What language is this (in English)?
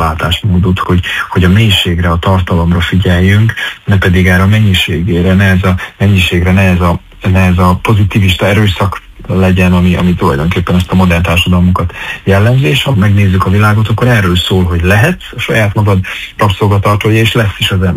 Hungarian